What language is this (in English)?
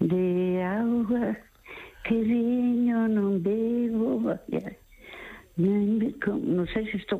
Galician